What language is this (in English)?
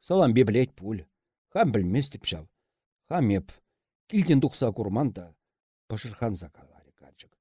Chuvash